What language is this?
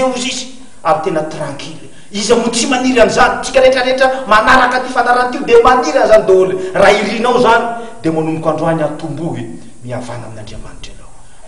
Malagasy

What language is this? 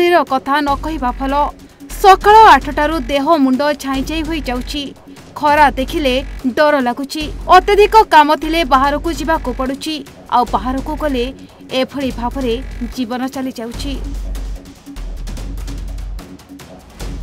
Odia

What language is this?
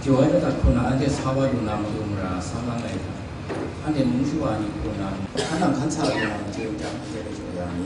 Kachin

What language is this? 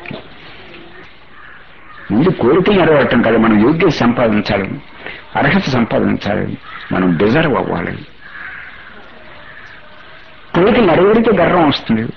Telugu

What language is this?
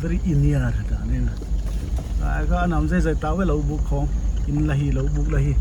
Paite Chin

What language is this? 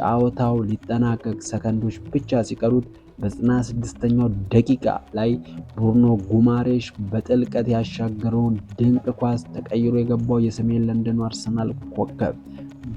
Amharic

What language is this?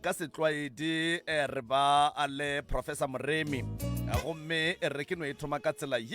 Northern Sotho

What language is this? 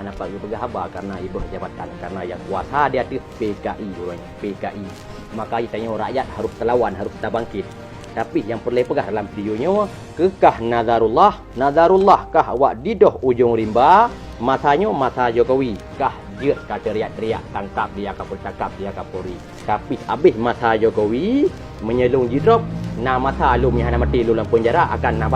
Achinese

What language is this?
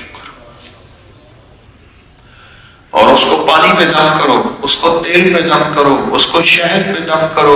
Urdu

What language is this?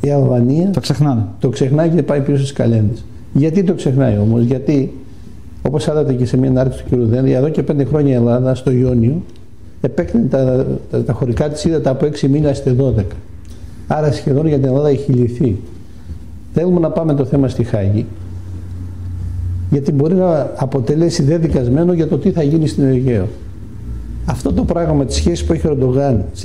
Greek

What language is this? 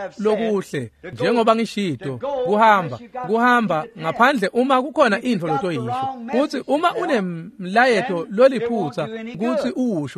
Swati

